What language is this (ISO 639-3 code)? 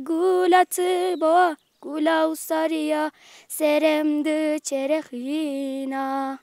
zza